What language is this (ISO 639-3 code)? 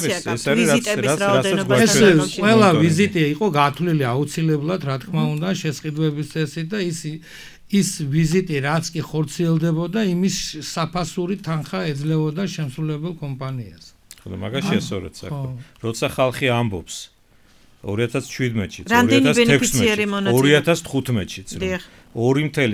kat